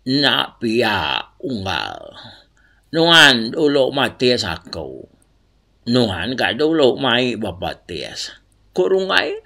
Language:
Iban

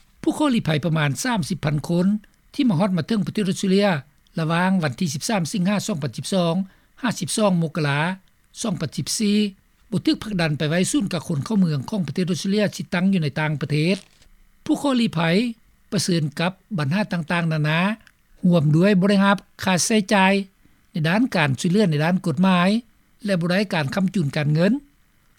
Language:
Lao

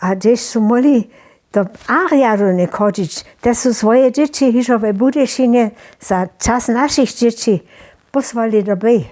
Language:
Upper Sorbian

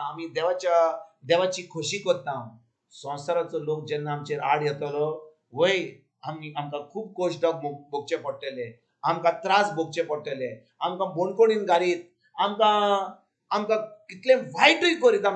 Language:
Konkani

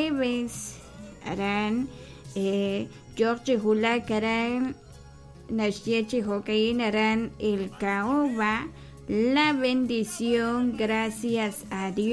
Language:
Kekchí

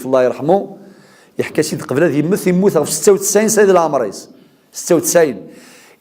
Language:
Kabyle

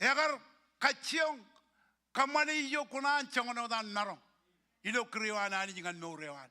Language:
Marshallese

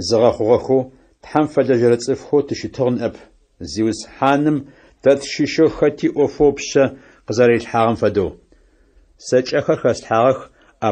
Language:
Adyghe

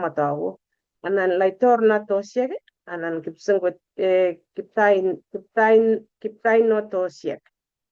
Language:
Kalenjin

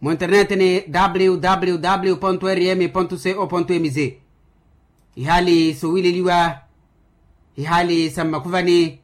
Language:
Makhuwa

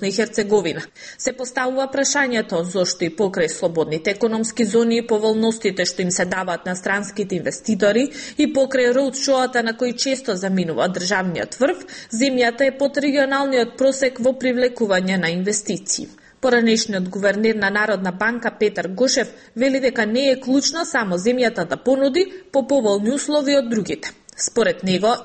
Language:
Macedonian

